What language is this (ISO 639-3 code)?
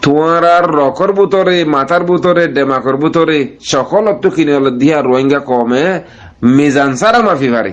rhg